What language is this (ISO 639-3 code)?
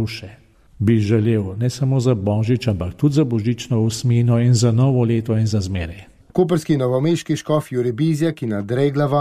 slv